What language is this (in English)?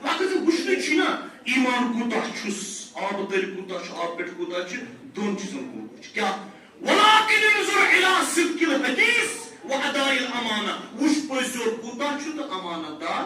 Kashmiri